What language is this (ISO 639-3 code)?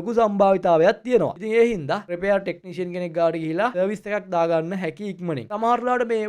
sin